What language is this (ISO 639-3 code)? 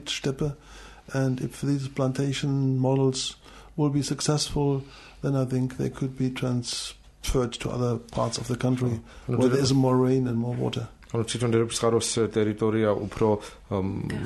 kat